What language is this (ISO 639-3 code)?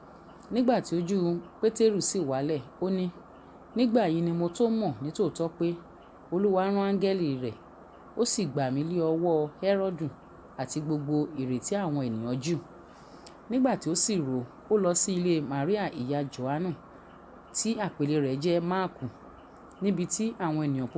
yor